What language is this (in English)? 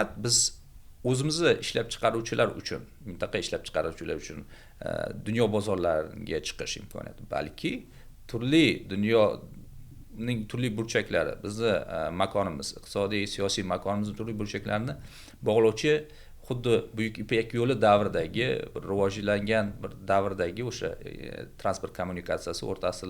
Uzbek